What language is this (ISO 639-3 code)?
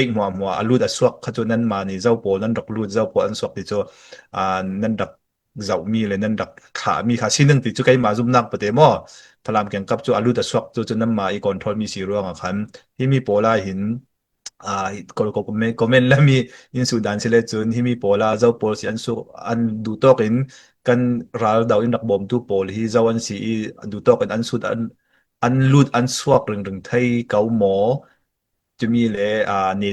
cfm